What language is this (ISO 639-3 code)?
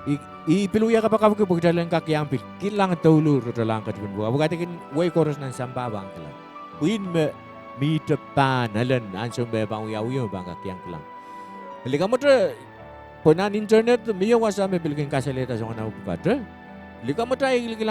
pon